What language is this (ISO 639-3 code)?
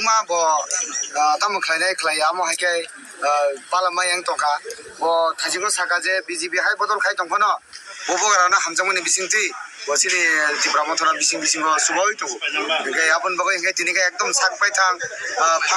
trp